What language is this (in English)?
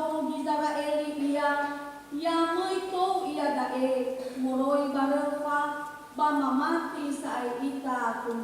Nias